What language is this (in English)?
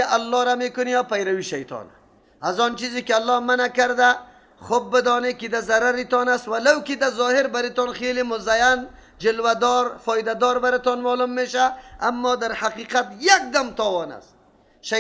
Persian